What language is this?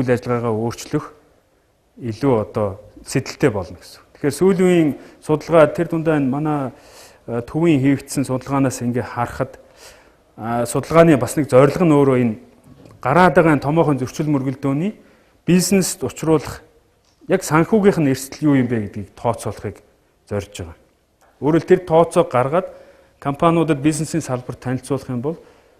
Mongolian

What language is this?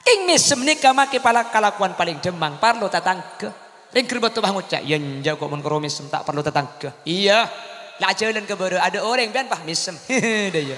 Madurese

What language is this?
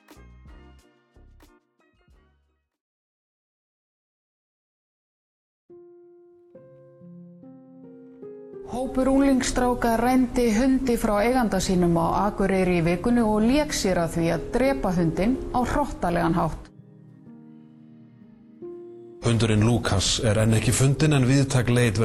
Icelandic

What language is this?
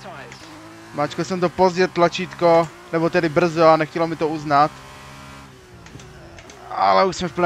Czech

